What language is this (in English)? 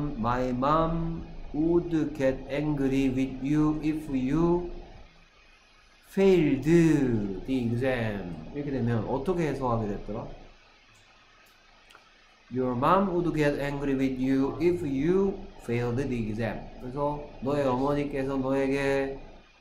Korean